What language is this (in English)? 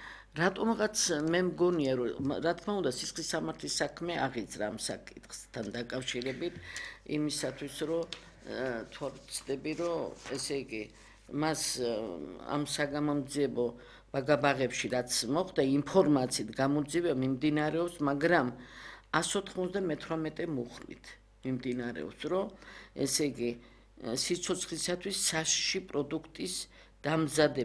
Georgian